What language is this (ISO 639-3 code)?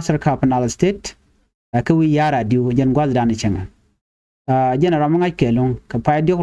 nus